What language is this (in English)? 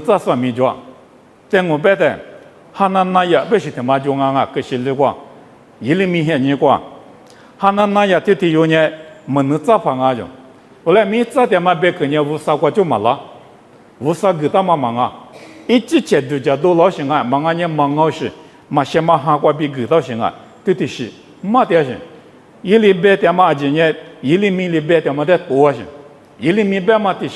Lisu